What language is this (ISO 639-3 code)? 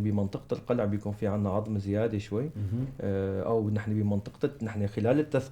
apc